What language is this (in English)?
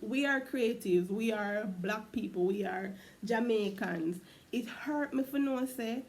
Jamaican Creole English